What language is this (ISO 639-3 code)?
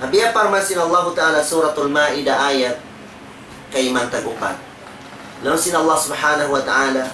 tsg